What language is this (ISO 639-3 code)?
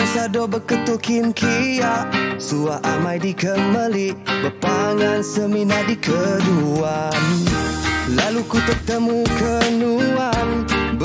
iba